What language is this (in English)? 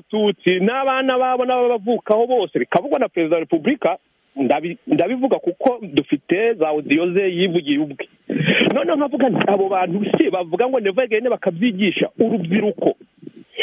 Kinyarwanda